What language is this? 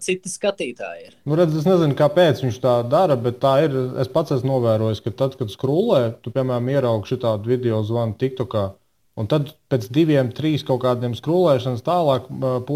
Latvian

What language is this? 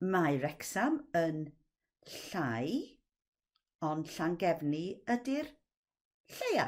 Welsh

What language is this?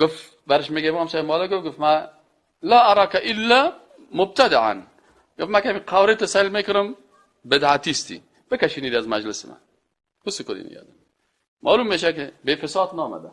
Persian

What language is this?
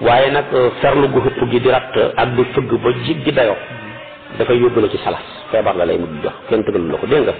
Wolof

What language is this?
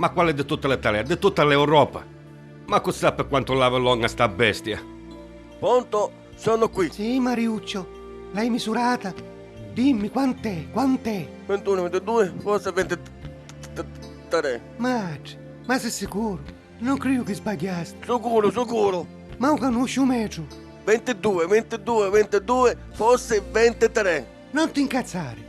Neapolitan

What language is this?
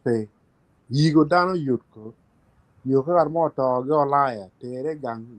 Acoli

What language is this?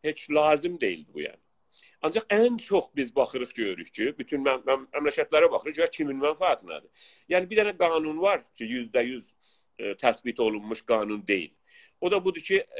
South Azerbaijani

